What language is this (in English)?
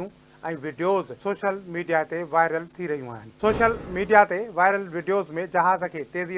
Sindhi